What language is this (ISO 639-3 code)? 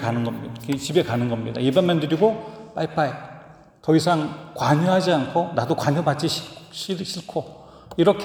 kor